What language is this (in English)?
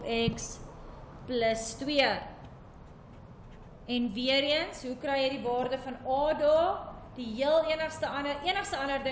Afrikaans